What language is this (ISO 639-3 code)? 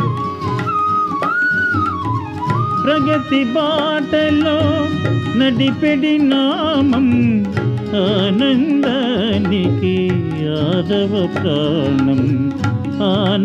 tel